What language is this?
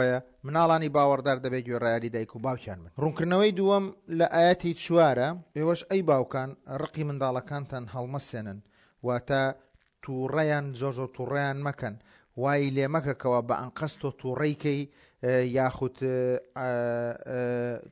Central Kurdish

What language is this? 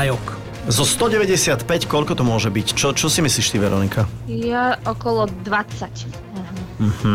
Slovak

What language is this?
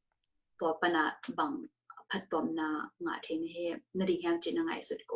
Tedim Chin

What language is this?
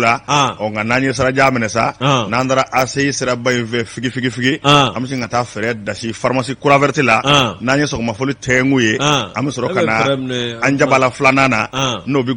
Bambara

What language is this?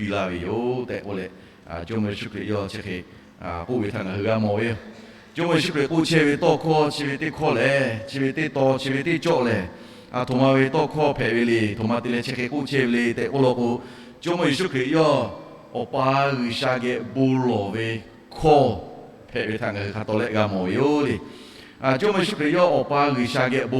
Lahu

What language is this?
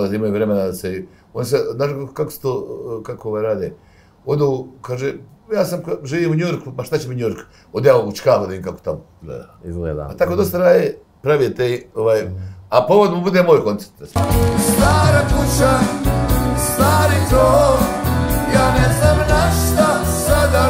Bosnian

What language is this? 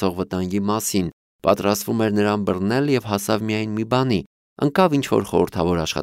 Armenian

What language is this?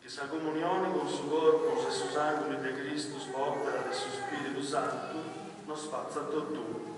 Sardinian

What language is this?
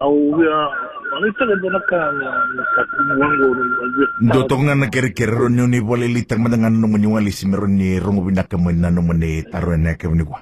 Fijian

